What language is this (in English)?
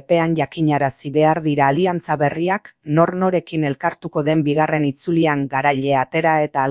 Basque